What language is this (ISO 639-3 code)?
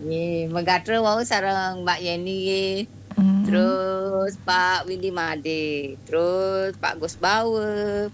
ban